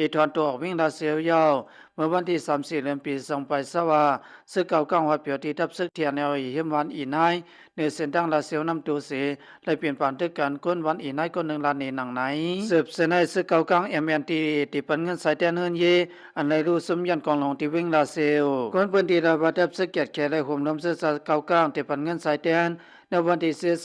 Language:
Shan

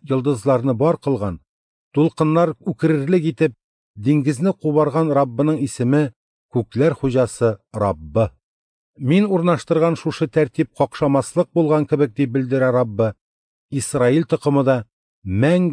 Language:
Tatar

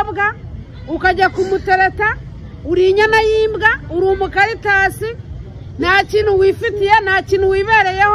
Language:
Kinyarwanda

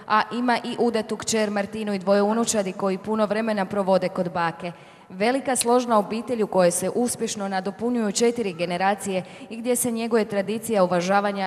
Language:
Croatian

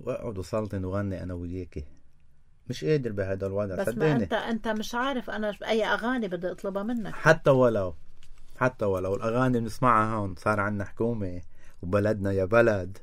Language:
North Levantine Arabic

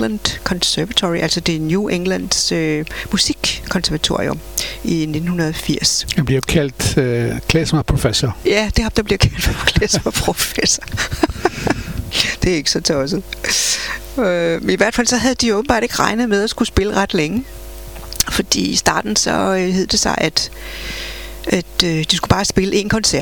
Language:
Danish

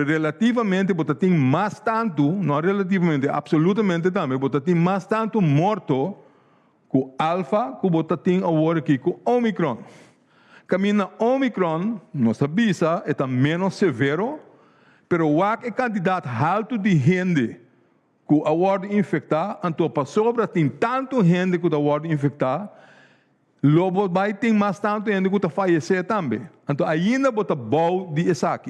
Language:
Papiamento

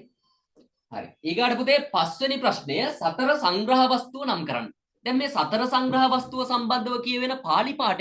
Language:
Sinhala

